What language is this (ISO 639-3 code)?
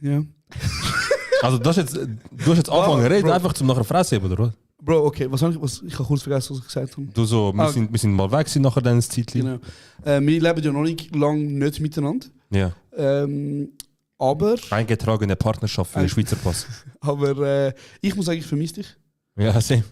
gsw